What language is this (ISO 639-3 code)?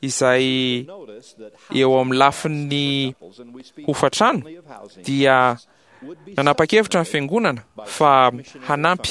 mlg